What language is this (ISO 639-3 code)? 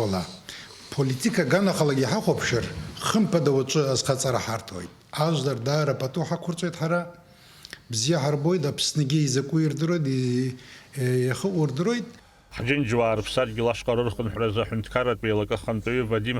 abk